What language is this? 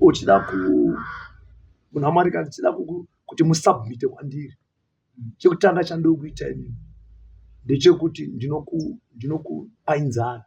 Shona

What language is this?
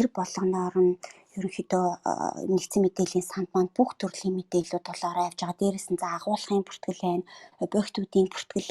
Mongolian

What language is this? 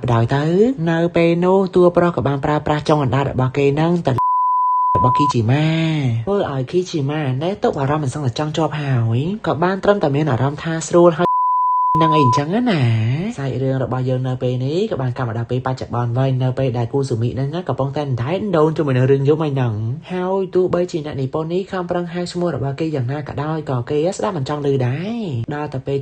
Khmer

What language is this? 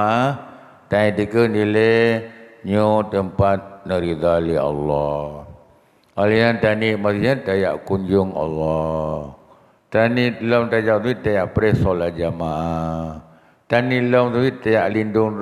Achinese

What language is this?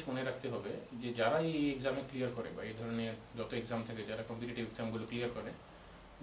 Bangla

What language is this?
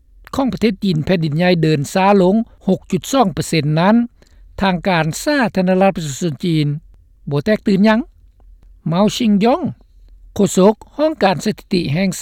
Lao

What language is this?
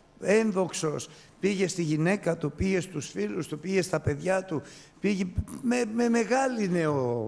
Greek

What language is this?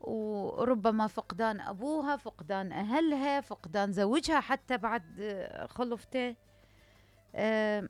Mesopotamian Arabic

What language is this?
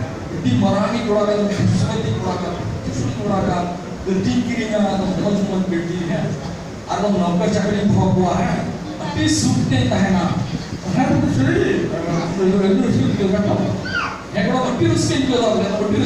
Santali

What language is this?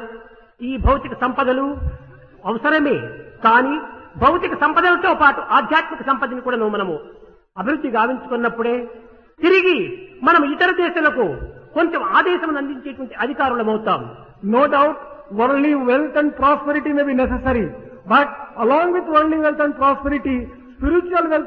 Telugu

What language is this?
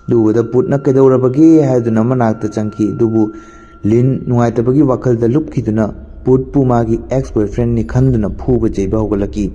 Manipuri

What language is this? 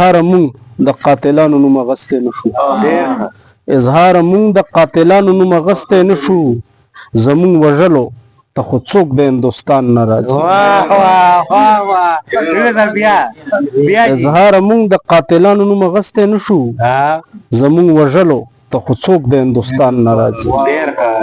Pashto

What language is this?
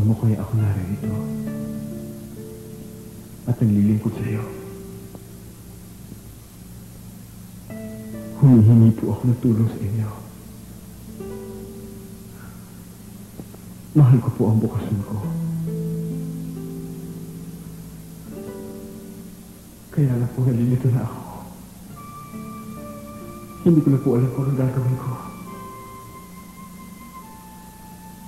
Filipino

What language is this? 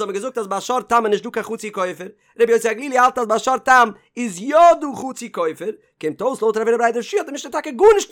Yiddish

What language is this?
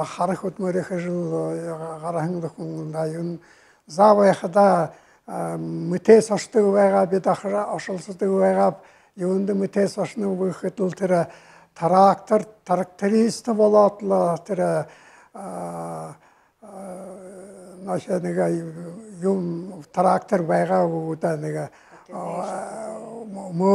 Buriat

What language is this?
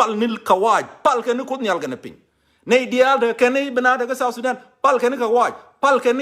Nuer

